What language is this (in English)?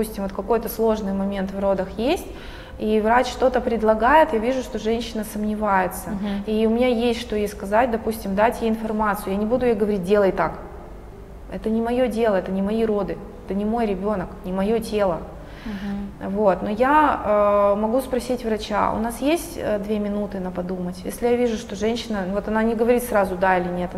Russian